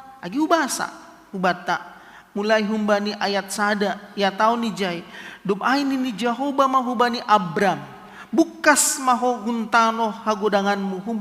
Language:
Batak Simalungun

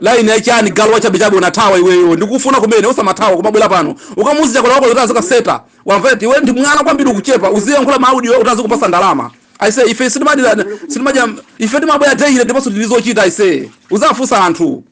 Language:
Nyanja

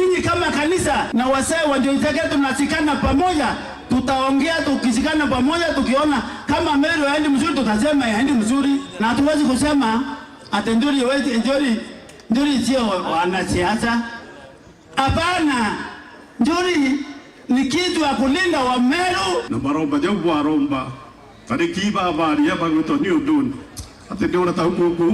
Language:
Meru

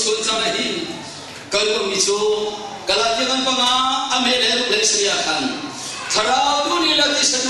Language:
Hakha Chin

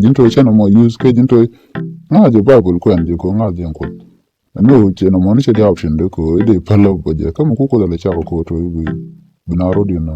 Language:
Nuer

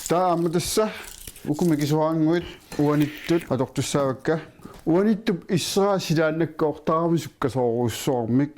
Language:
Kalaallisut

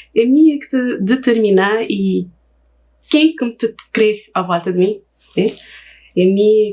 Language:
Kabuverdianu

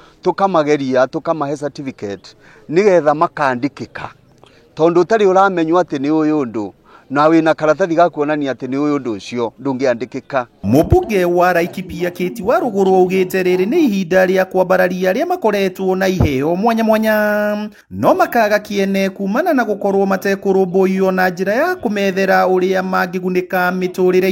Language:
Kikuyu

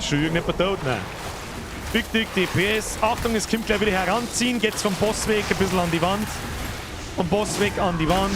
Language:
Bavarian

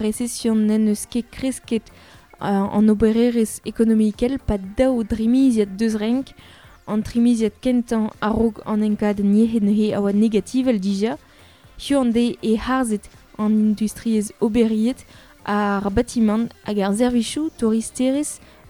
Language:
Breton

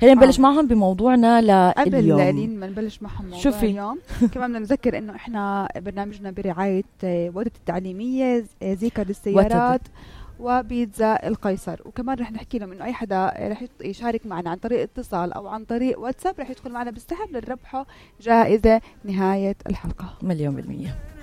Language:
North Levantine Arabic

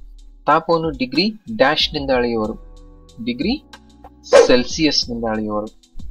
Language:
Kannada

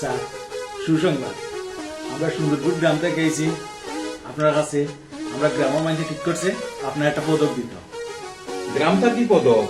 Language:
Sylheti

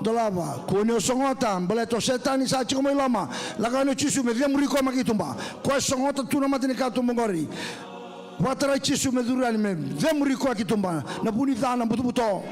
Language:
Fijian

